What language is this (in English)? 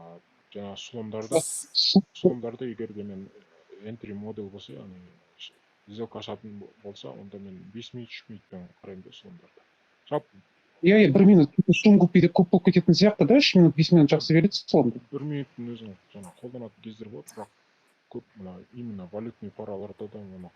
Kazakh